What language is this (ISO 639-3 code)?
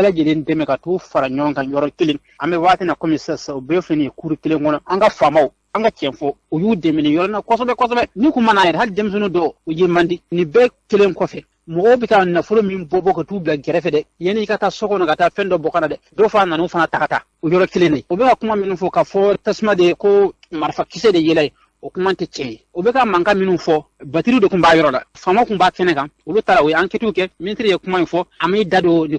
bam